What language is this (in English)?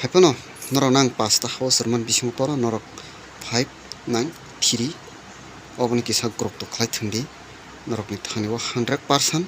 Kok Borok